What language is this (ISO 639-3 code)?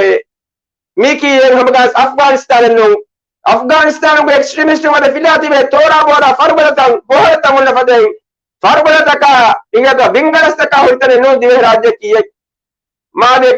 div